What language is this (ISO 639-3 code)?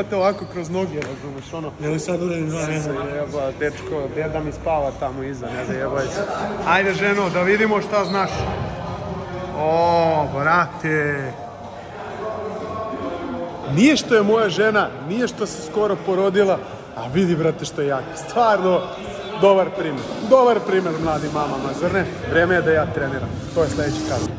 srp